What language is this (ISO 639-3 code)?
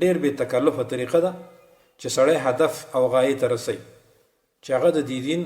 pus